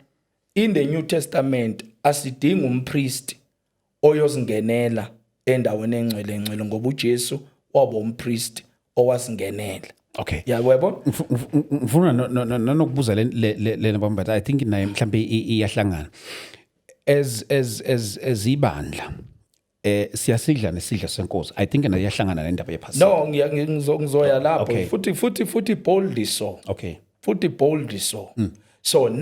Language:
Zulu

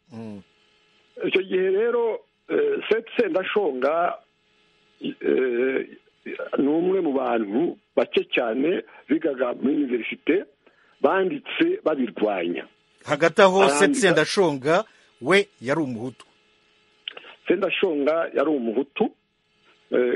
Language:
Kinyarwanda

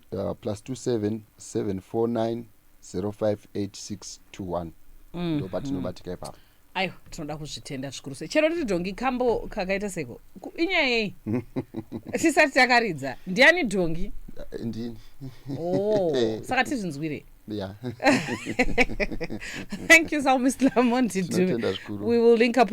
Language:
Shona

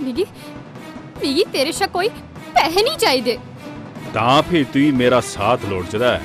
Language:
Dogri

